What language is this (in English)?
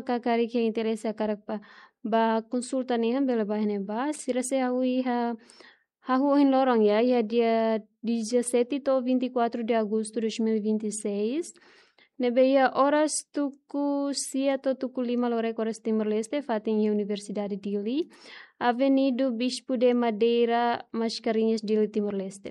Tetum